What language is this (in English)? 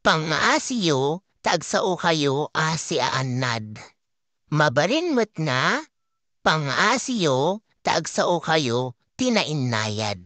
Iloko